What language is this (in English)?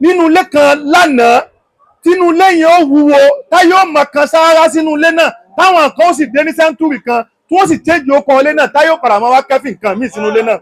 Yoruba